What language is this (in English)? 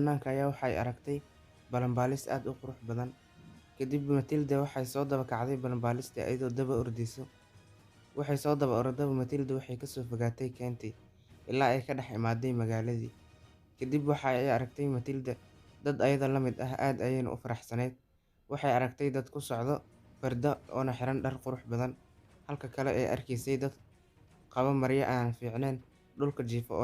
Somali